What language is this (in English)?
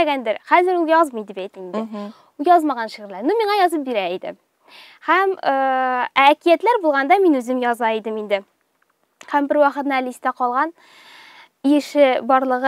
Tatar